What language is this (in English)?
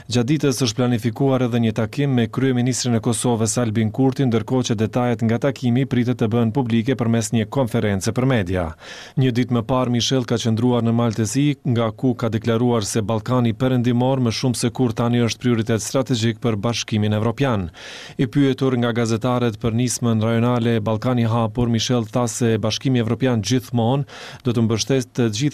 Albanian